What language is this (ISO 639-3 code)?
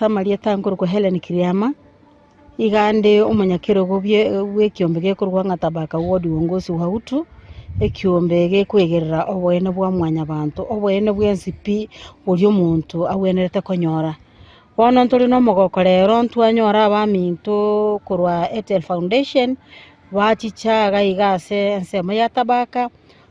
guz